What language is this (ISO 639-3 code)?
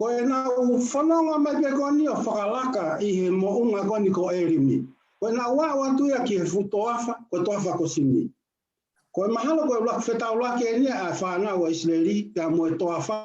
ton